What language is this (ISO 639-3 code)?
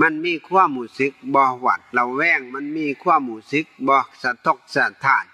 tts